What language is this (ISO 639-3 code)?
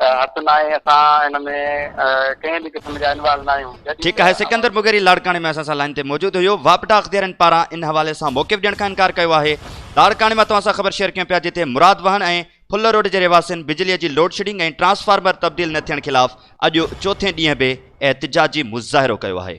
snd